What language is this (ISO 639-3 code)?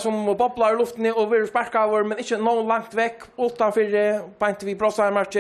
fao